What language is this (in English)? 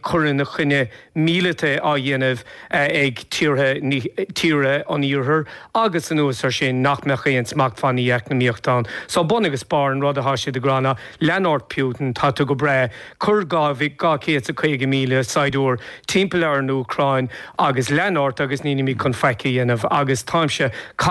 Irish